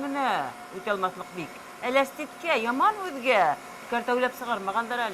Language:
Bashkir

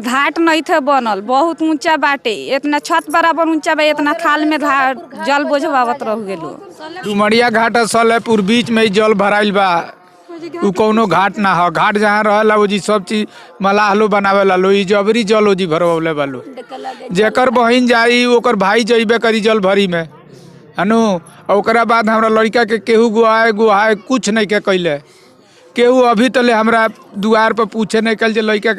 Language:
Bhojpuri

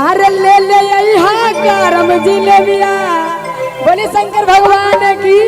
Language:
Magahi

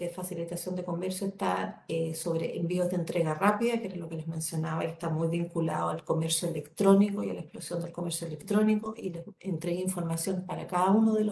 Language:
Spanish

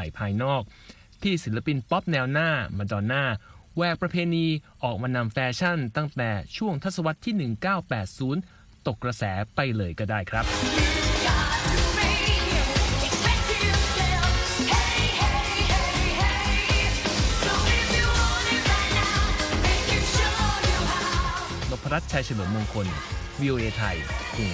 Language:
Thai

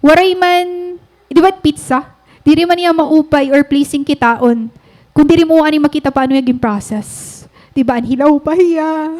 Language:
Waray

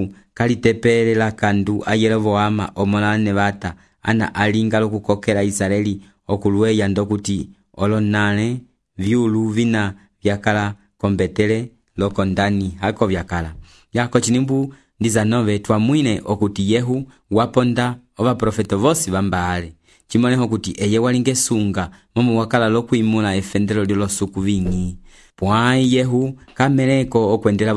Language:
Umbundu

